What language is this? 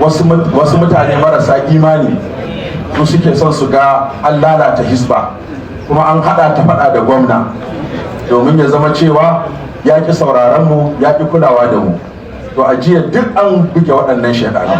Hausa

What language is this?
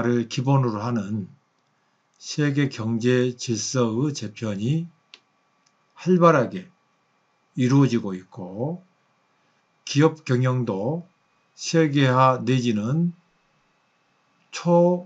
Korean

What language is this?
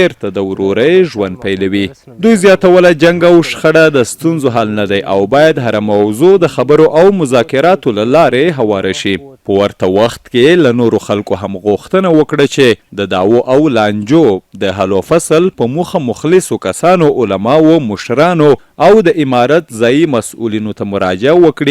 Pashto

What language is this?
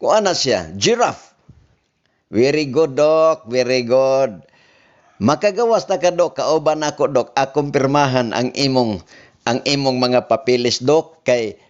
Cebuano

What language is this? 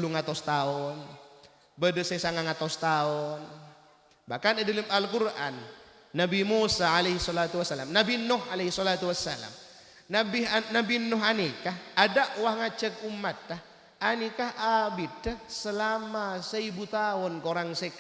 Madurese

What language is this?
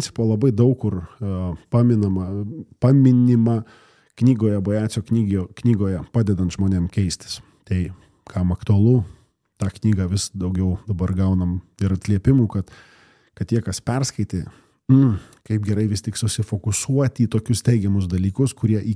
Lithuanian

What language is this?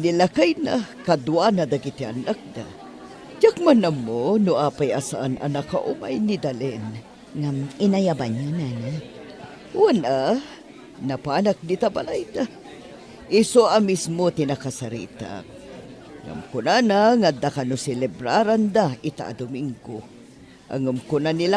Iloko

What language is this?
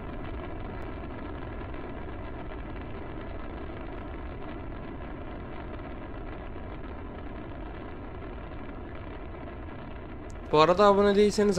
Turkish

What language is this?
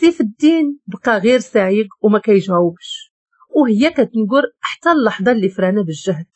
Moroccan Arabic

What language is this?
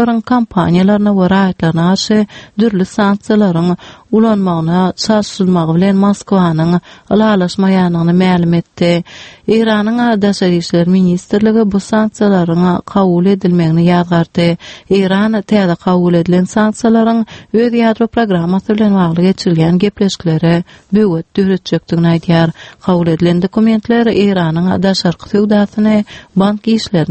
Turkmen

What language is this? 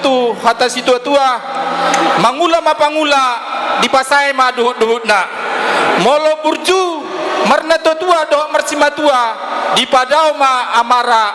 Batak Toba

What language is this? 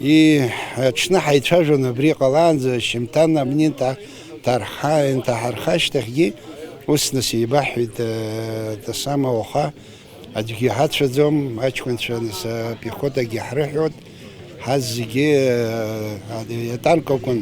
Abkhazian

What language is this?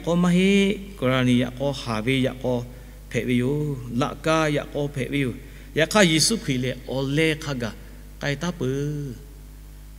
Lahu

